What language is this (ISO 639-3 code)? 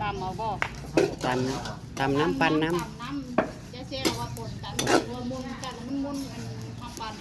tts